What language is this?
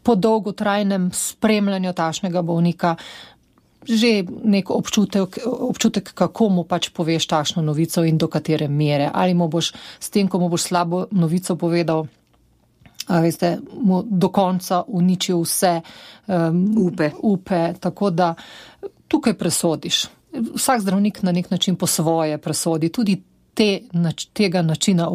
Slovenian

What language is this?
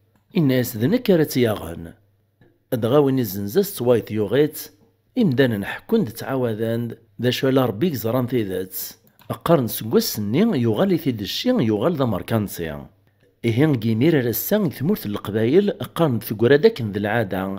Kabyle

